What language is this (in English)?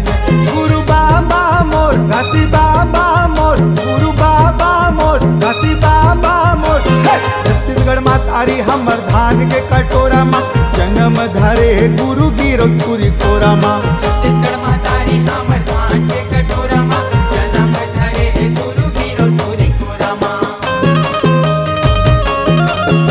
Chhattisgarhi